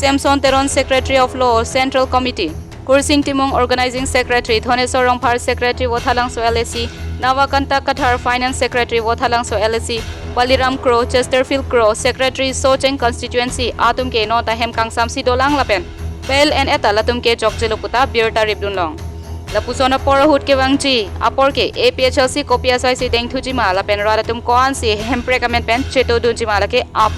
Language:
Karbi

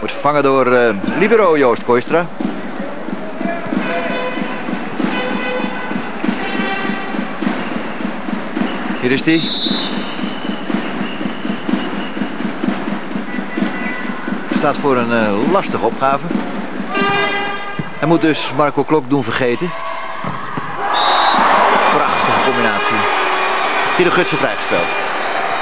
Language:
Dutch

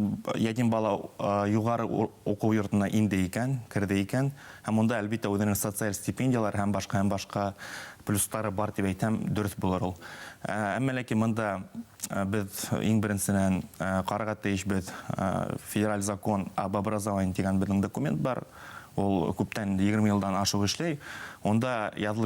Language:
Bashkir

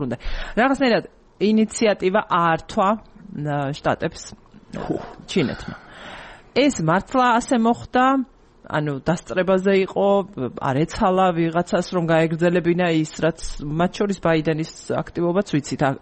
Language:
Georgian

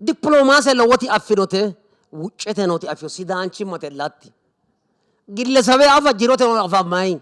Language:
Sidamo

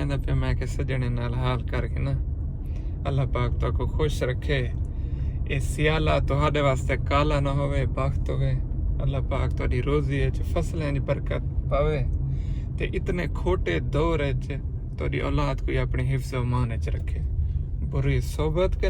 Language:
Saraiki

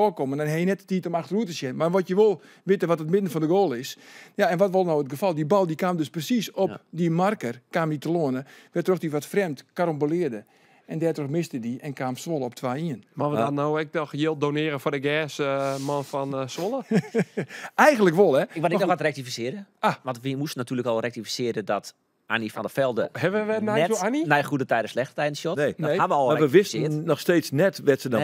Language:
Western Frisian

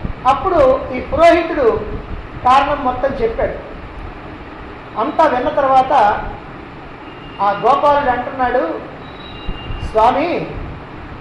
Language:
Telugu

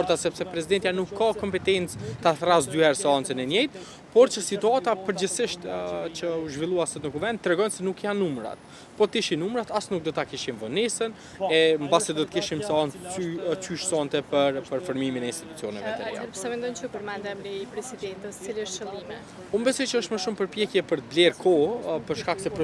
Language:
Albanian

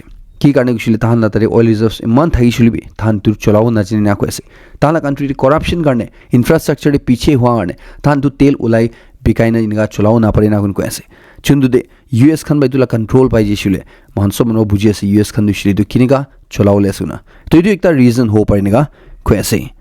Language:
Naga Pidgin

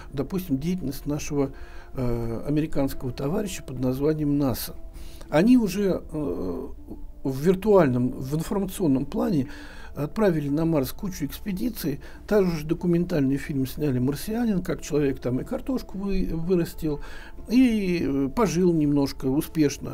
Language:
Russian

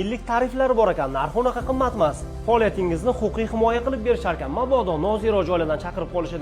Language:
Uzbek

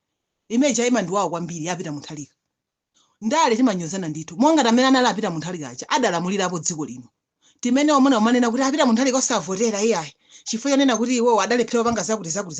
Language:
Nyanja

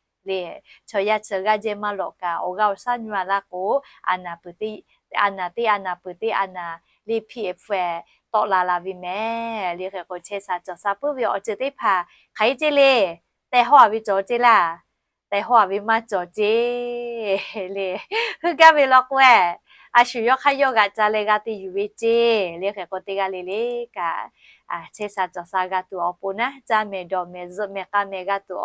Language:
Lahu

